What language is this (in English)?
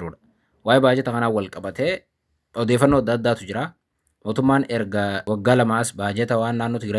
Oromo